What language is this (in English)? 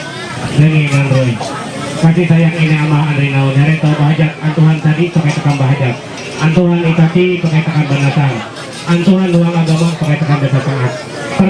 Ma'anyan